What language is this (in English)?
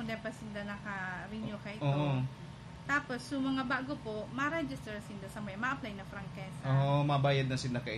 Bikol